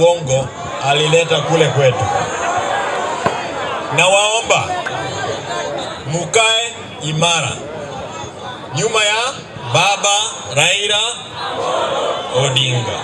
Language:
Swahili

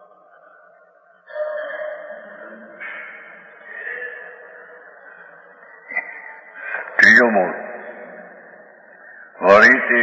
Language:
Gujarati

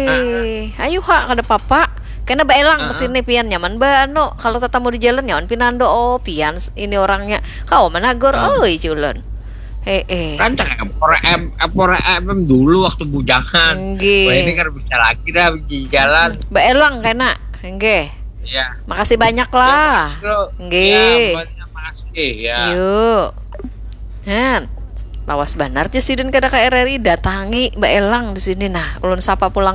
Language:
Banjar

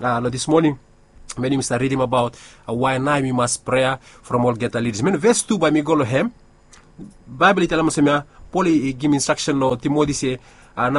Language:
Bislama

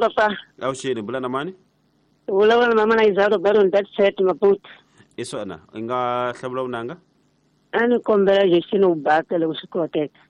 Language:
Tsonga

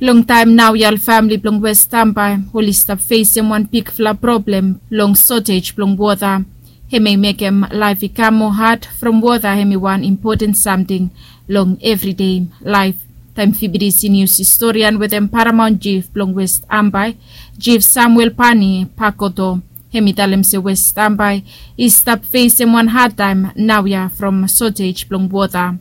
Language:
Bislama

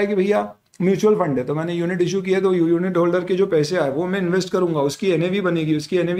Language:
Hindi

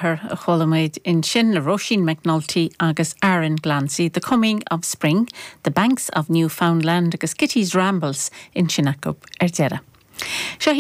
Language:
Irish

